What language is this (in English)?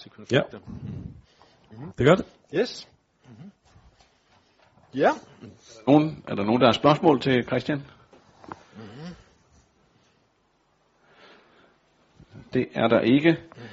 Danish